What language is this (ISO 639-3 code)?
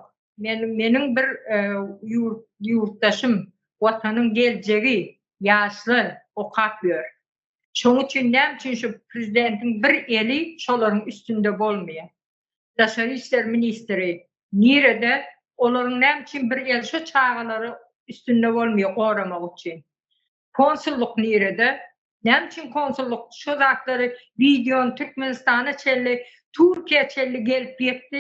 tuk